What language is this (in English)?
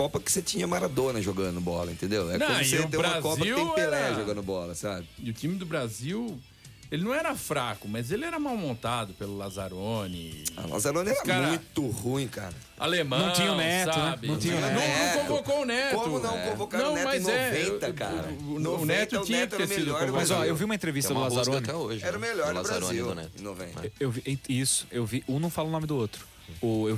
Portuguese